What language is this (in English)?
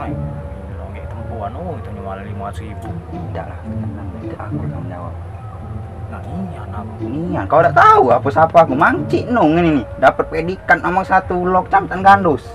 Musi